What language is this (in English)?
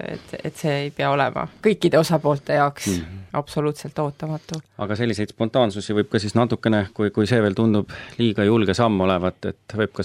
Estonian